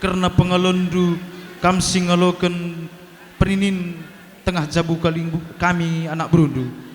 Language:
Batak Karo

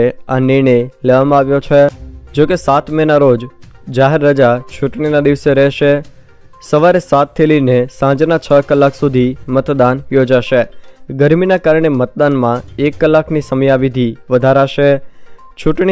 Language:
Gujarati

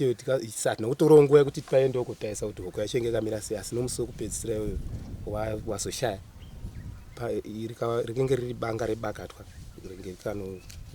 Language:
Shona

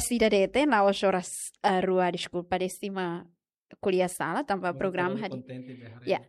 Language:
Tetum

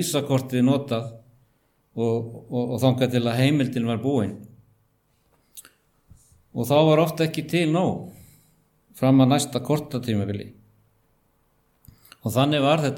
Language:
Icelandic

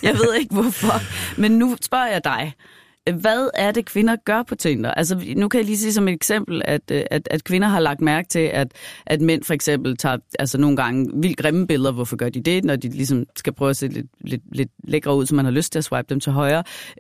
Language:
Danish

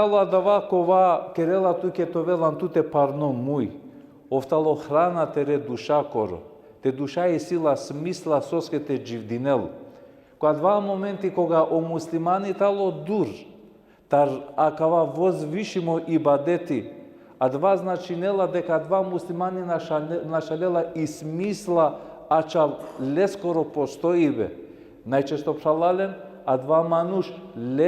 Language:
Balkan Romani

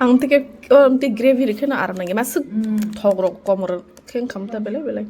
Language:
Kok Borok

